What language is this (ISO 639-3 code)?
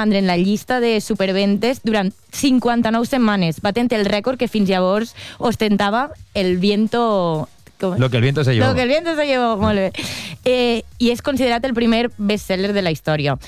cat